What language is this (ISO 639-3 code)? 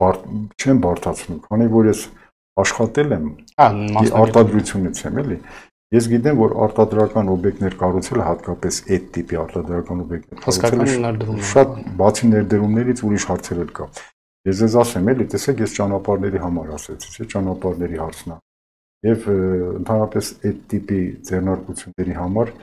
hye